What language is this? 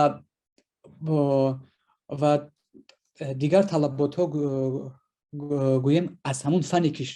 Tajik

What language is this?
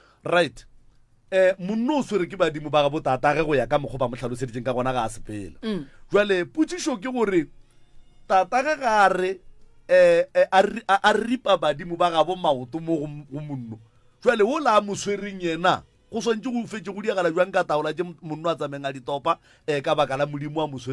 Northern Sotho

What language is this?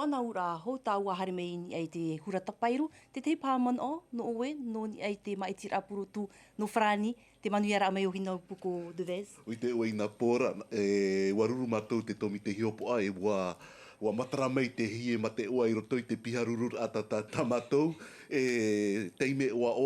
Tahitian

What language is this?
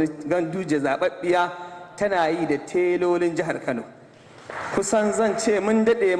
Hausa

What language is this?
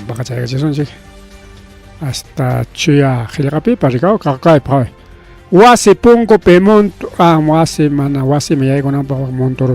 Ayacucho Quechua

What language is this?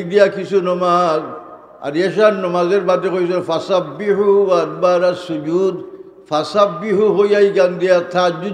Sylheti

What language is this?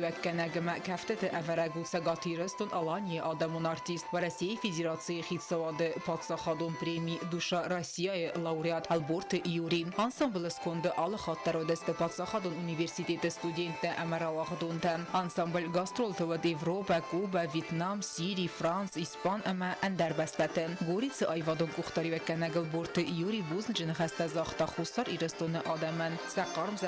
Ossetic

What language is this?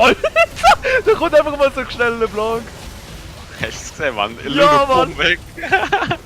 Swiss German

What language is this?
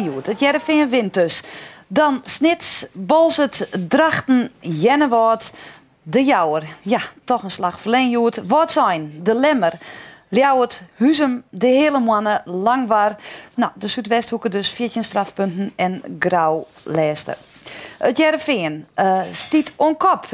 Western Frisian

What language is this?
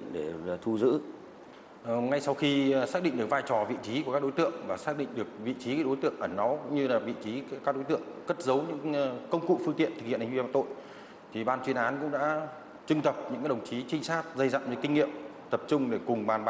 Vietnamese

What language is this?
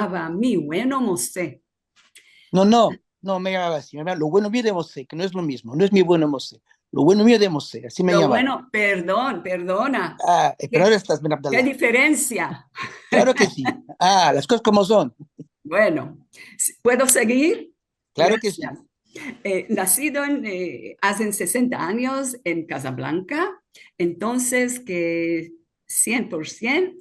Ladino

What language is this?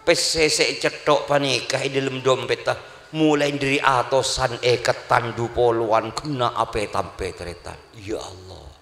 Madurese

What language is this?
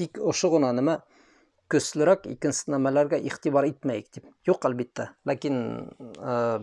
Bashkir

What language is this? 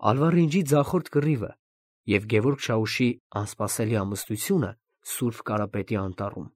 Armenian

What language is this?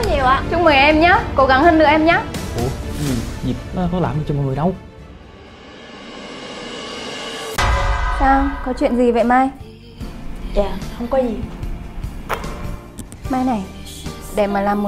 Vietnamese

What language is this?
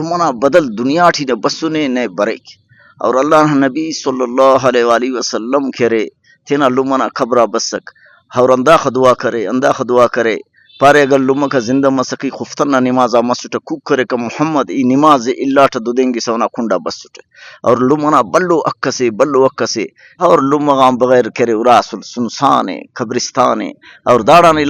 Brahui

